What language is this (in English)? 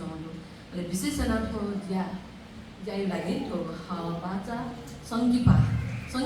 Newari